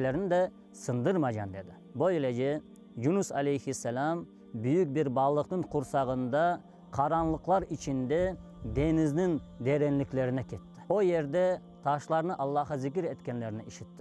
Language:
Crimean Tatar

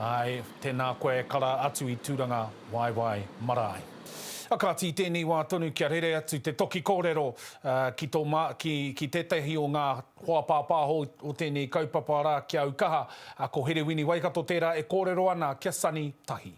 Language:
Māori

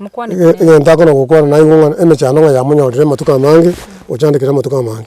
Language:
Gusii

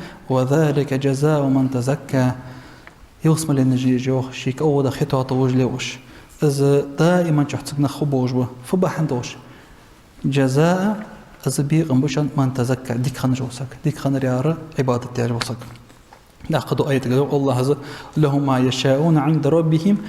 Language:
Ingush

